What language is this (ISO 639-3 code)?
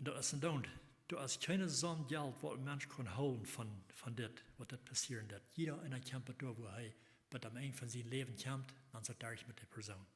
pdt